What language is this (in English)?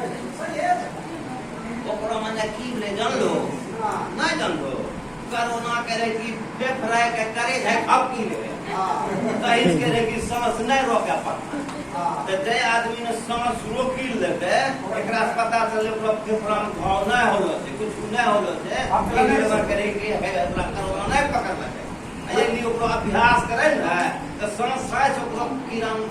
Angika